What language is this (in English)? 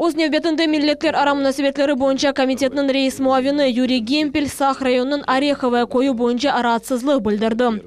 Crimean Tatar